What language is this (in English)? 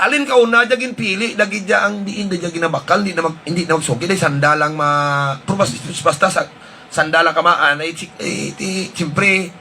Hiligaynon